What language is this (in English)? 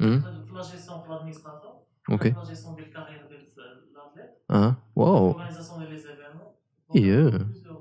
Moroccan Arabic